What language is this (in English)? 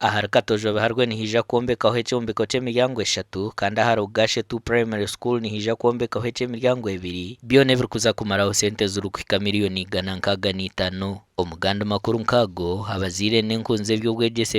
Nyankole